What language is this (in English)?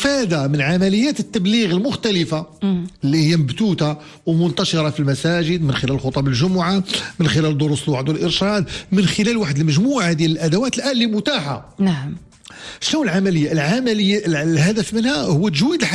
Moroccan Arabic